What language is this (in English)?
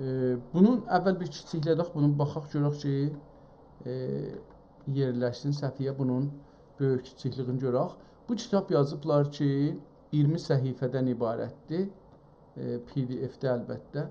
South Azerbaijani